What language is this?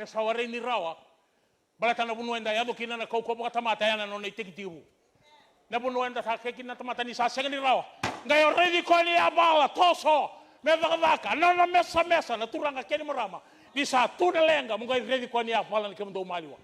Fijian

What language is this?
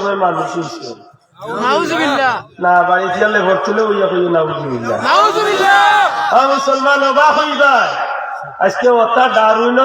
Sylheti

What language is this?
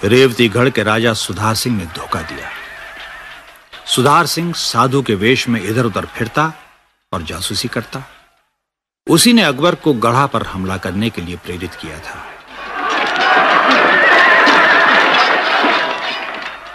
Hindi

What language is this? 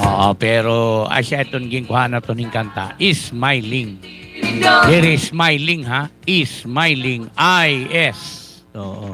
Waray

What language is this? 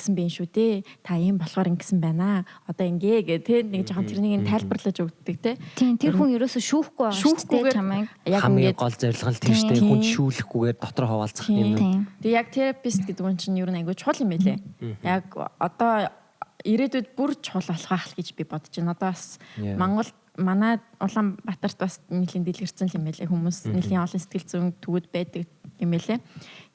Mongolian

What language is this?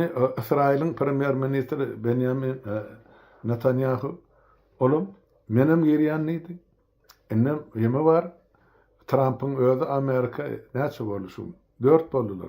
Turkmen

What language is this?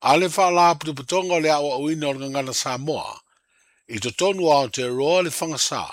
Samoan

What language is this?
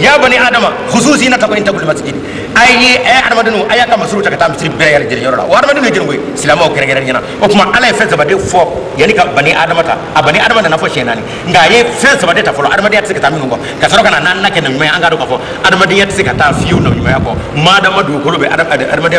Bambara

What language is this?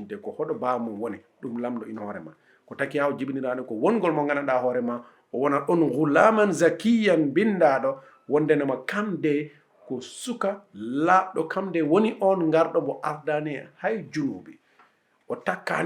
Fula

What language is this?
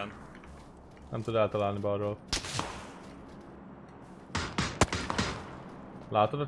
Hungarian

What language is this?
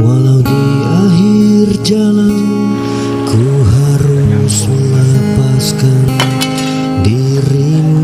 Musi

